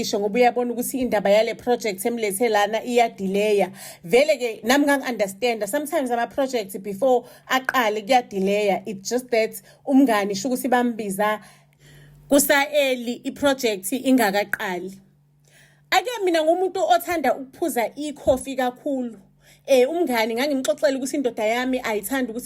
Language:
Zulu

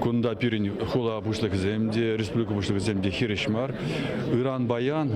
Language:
Chuvash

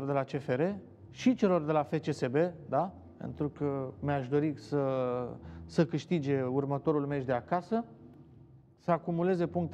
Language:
Romanian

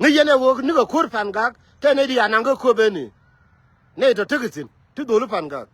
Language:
Nuer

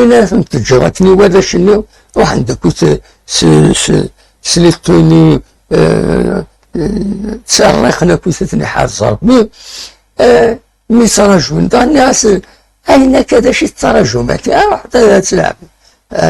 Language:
Kabyle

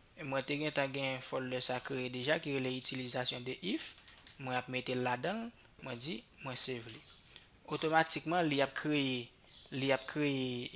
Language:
Haitian Creole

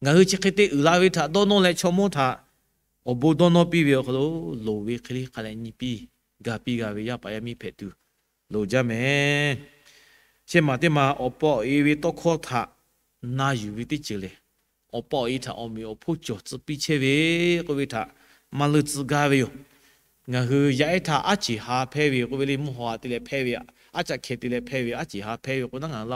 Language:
Lahu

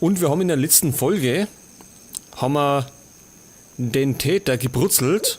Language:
Bavarian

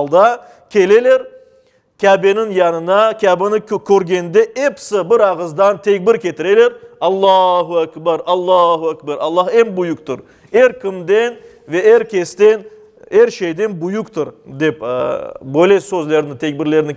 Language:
Crimean Tatar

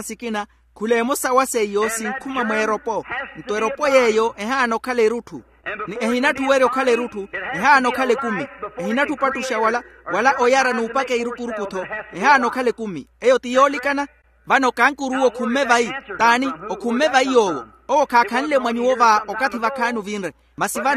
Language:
Makhuwa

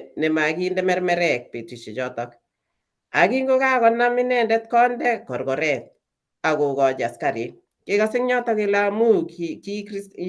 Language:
Kalenjin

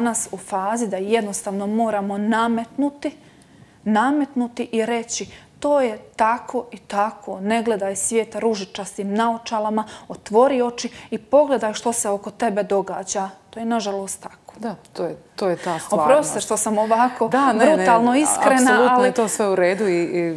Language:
Croatian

